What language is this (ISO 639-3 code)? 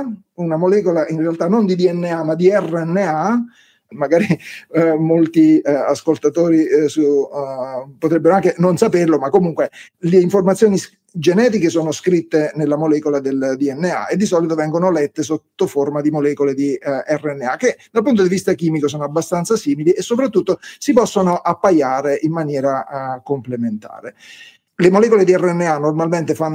ita